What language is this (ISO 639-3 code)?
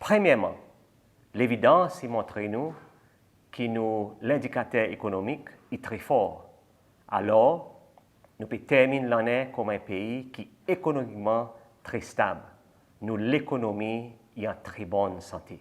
crs